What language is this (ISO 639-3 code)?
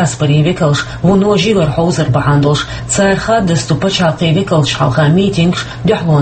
che